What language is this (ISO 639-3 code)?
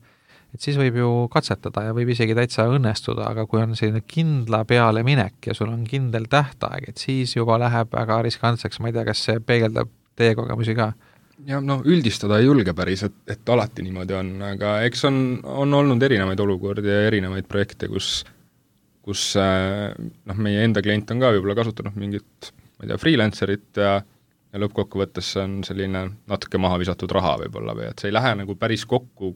est